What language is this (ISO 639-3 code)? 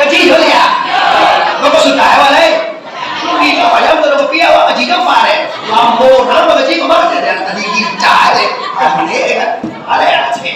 min